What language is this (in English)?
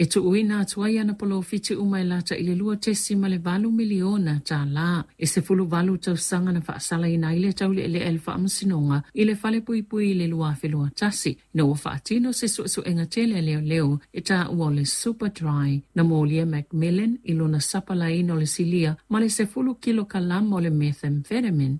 Samoan